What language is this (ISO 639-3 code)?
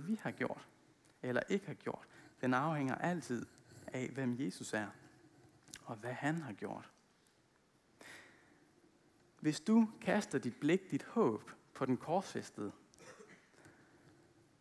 dan